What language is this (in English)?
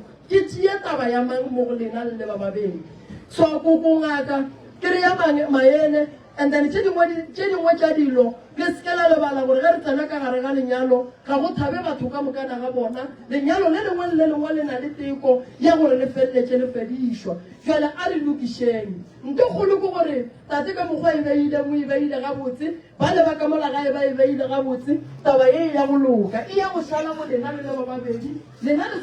Northern Sotho